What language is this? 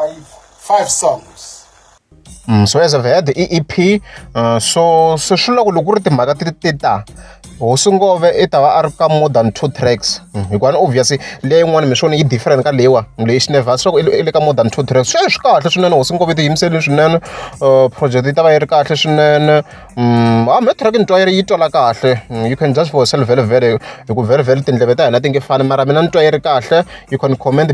Tsonga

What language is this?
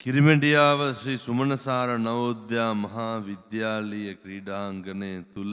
Sinhala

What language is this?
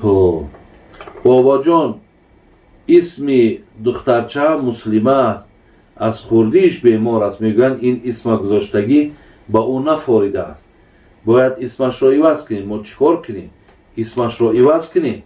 Tajik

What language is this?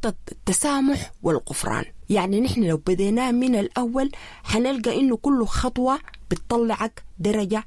Sudanese Arabic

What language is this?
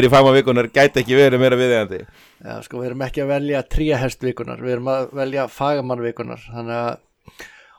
Icelandic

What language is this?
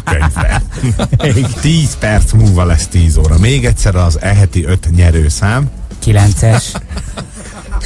Hungarian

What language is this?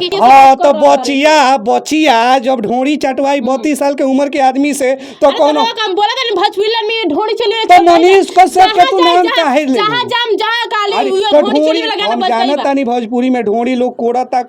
Bhojpuri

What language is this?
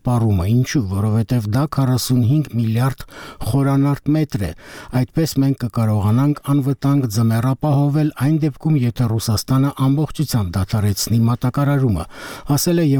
Armenian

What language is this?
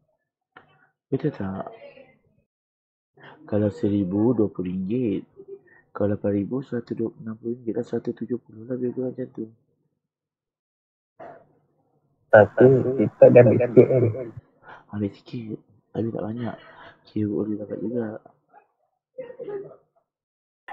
Malay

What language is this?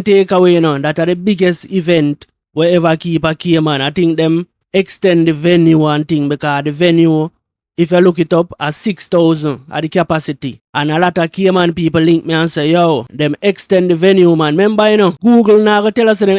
Jamaican Creole English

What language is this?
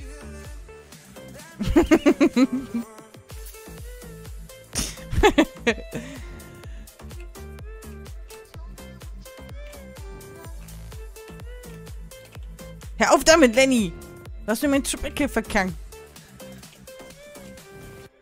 German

